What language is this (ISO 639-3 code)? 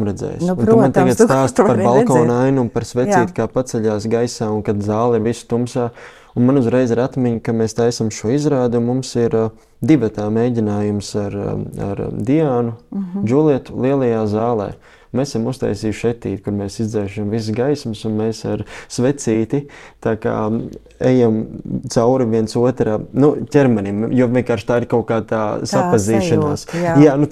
lav